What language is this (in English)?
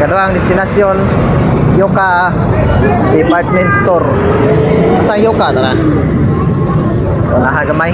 Cebuano